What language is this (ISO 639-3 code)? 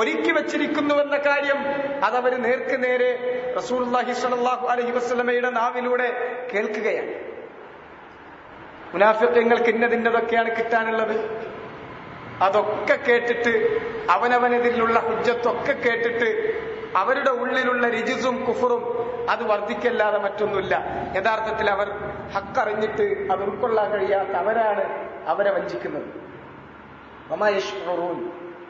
mal